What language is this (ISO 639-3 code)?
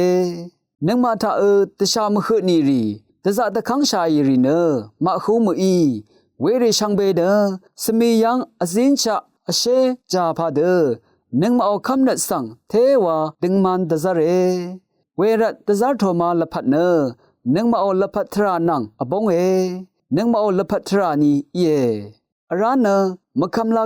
raw